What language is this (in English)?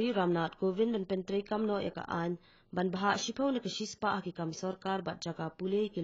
Khasi